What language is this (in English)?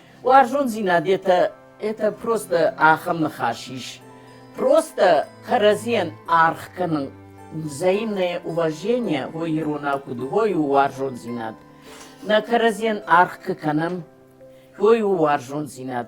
Ossetic